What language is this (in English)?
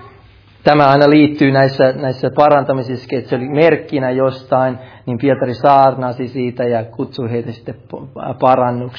Finnish